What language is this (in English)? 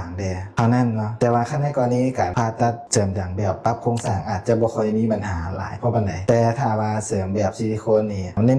Lao